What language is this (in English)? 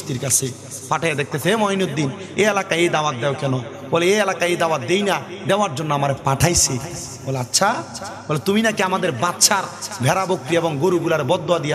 Bangla